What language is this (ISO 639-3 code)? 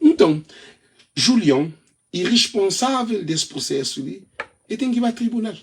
kea